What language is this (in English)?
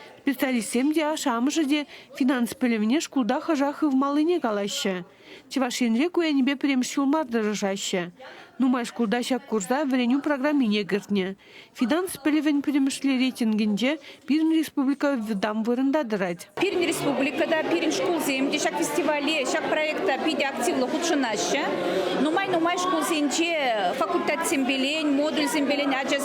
Chuvash